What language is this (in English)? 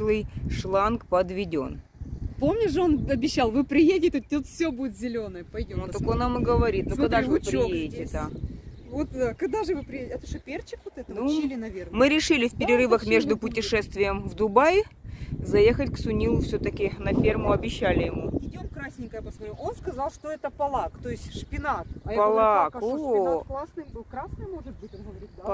Russian